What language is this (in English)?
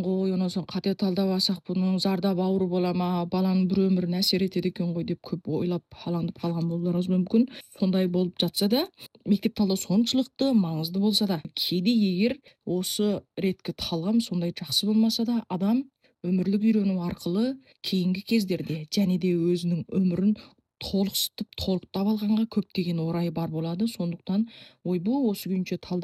Kazakh